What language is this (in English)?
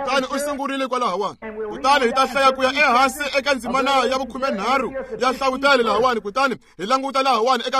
Tsonga